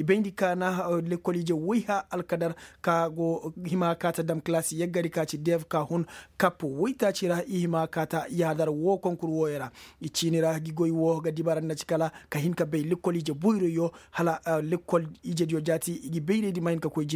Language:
Koyraboro Senni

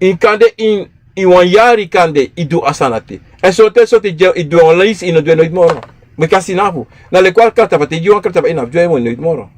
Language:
Sranan Tongo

